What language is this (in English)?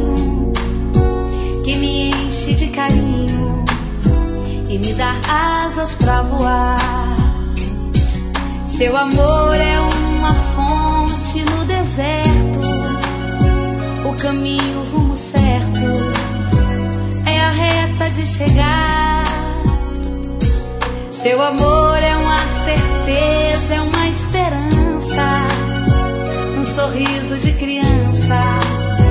Portuguese